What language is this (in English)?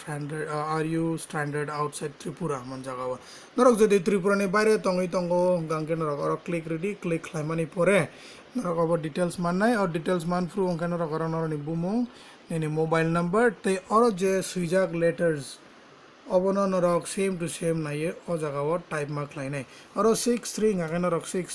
Kok Borok